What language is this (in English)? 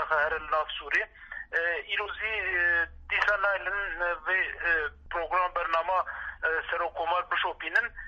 Kurdish